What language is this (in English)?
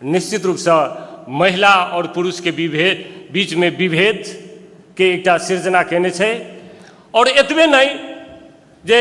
Maithili